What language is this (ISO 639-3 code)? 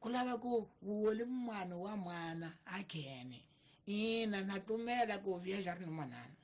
tso